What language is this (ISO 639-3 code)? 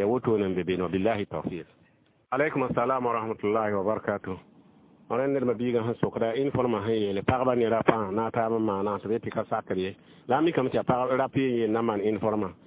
mos